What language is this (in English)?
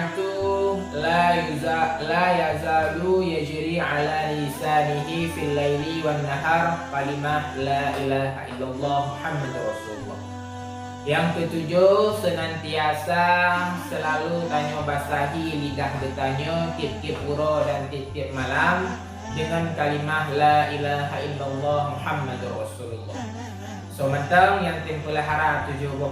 Achinese